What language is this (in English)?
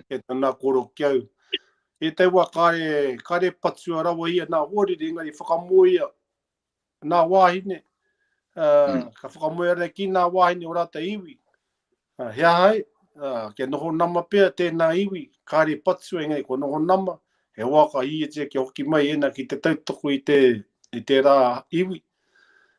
Māori